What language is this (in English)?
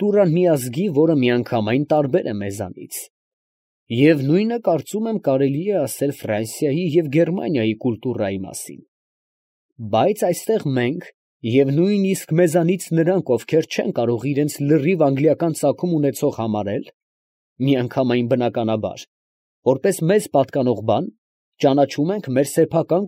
Armenian